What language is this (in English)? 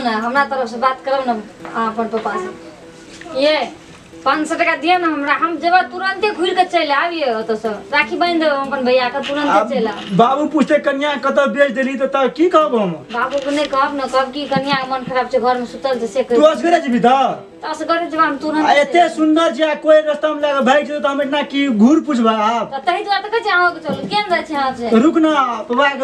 Maithili